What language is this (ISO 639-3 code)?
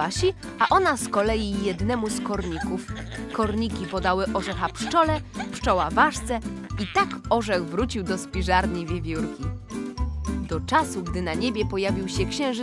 pol